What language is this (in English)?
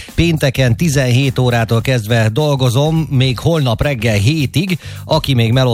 Hungarian